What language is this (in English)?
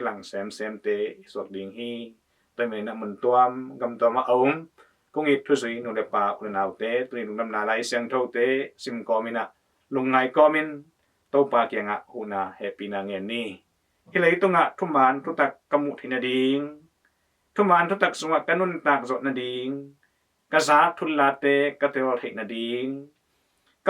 Tedim Chin